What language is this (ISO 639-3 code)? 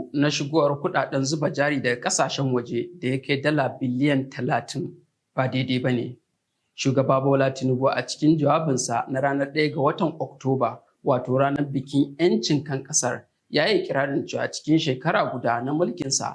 hau